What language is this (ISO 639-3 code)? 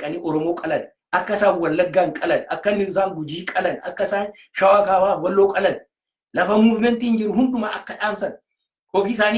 orm